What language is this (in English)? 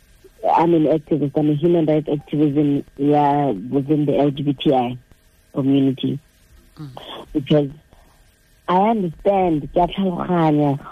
Tswana